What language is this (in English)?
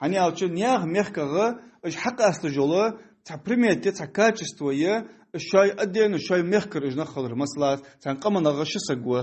Ingush